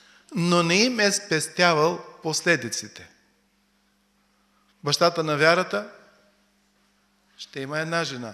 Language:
Bulgarian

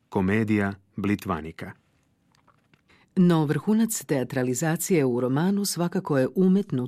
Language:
Croatian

